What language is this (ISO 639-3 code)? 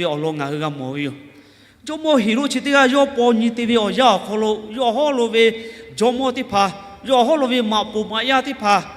lhu